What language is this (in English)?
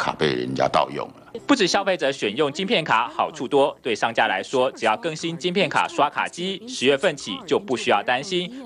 Chinese